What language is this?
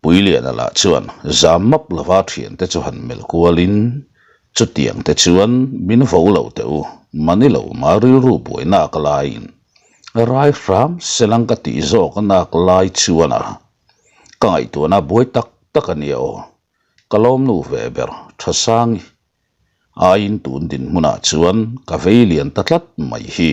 Mizo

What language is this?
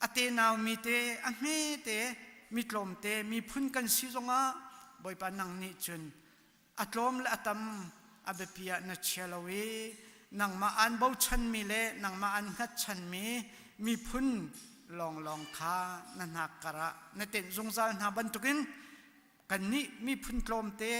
Hakha Chin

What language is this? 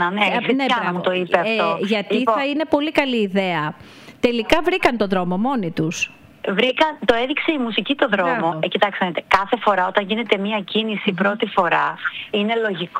Greek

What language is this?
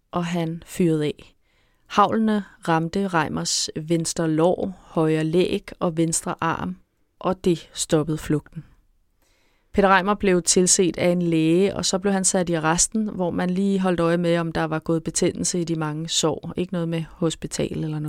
Danish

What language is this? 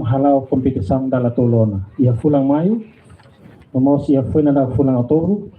Tetum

